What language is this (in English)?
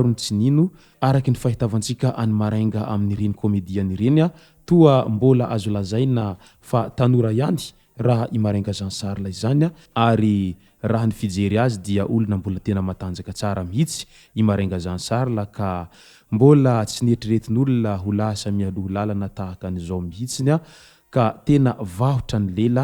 Malagasy